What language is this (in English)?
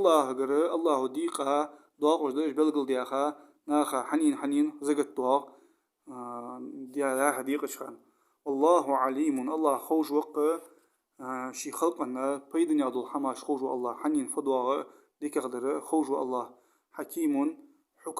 Ingush